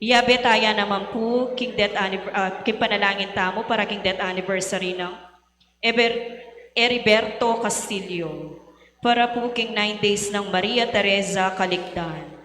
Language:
Pampanga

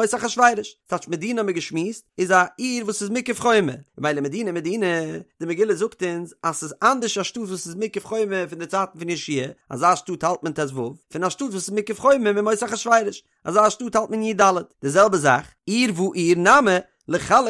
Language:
Yiddish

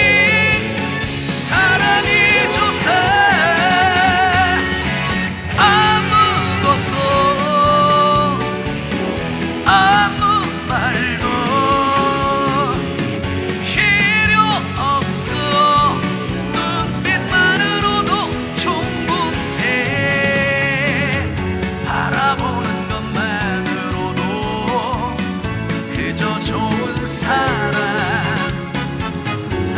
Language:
Korean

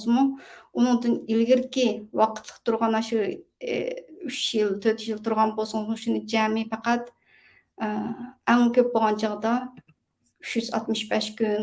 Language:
Uyghur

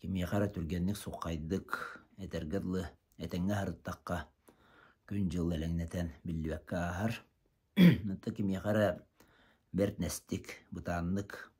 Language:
Yakut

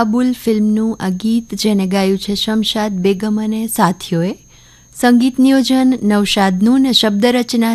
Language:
Gujarati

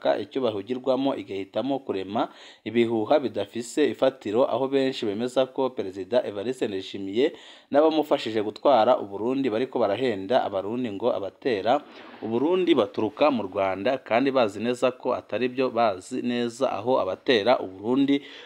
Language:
Rundi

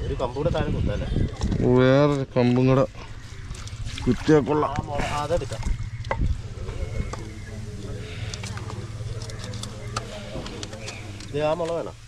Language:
Malayalam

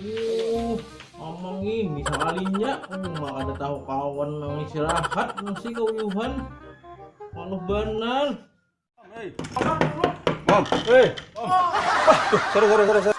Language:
Banjar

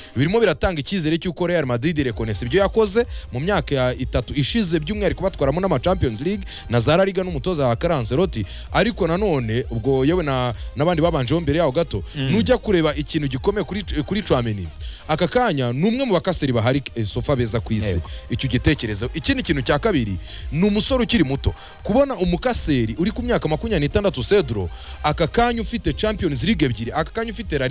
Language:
Kinyarwanda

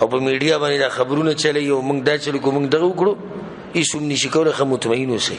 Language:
Pashto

